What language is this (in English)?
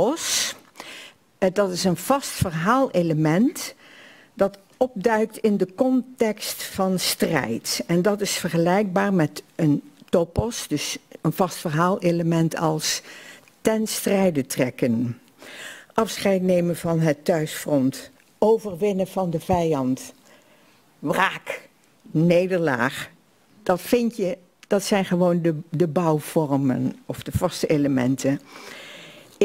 Dutch